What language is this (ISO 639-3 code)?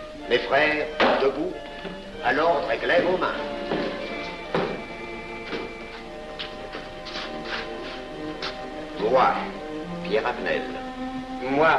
fra